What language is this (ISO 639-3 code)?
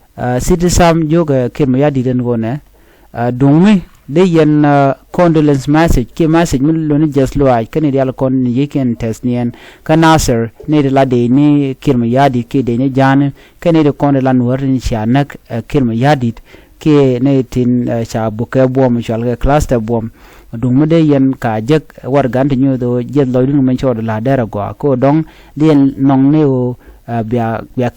nus